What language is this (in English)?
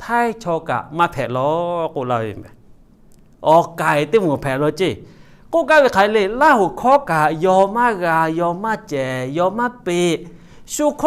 Lahu